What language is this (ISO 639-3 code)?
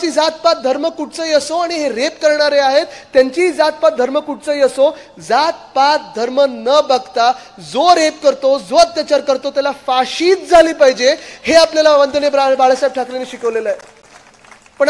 mar